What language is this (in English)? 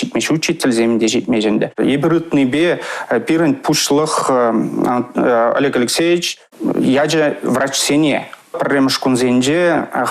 Chuvash